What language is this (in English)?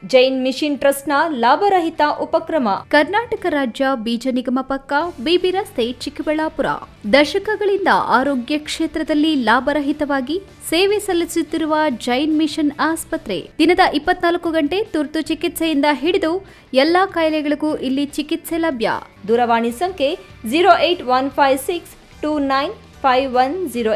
Kannada